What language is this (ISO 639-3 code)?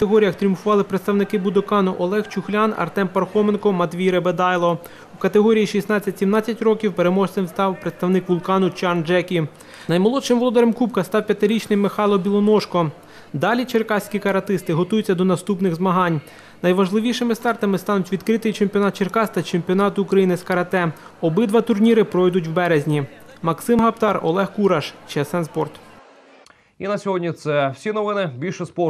ukr